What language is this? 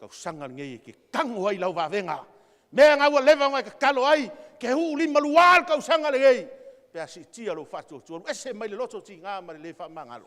Samoan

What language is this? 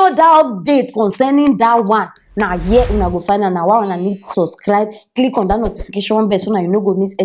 Nigerian Pidgin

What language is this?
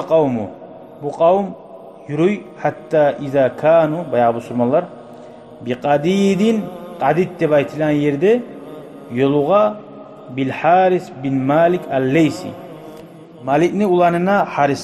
Kumyk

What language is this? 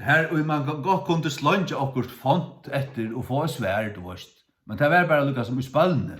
Faroese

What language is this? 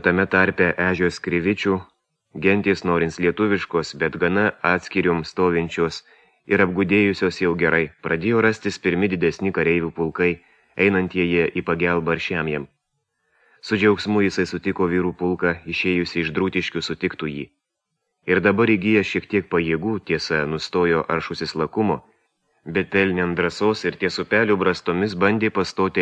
Lithuanian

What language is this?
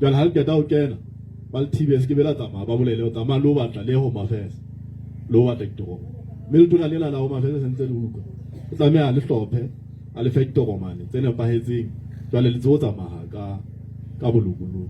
Southern Sotho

